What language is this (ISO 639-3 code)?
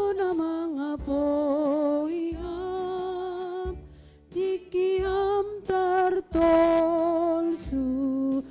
bts